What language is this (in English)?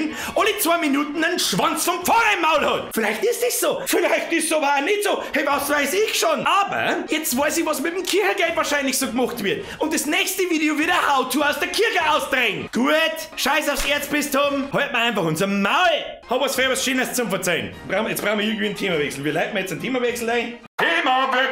Bavarian